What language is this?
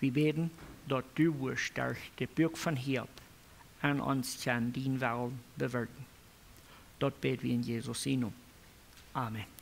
Plautdietsch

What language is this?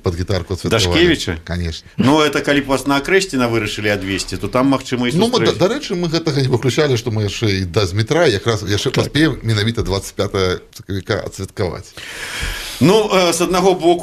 Belarusian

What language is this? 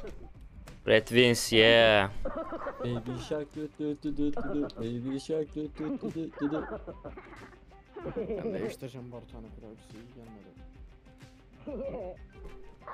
Turkish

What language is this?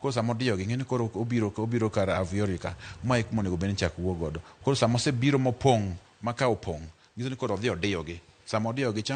Luo (Kenya and Tanzania)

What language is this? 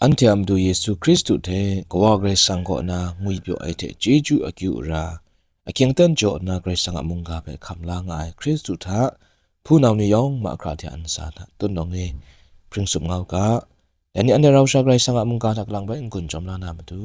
Kachin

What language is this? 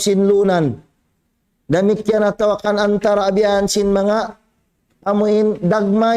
Tausug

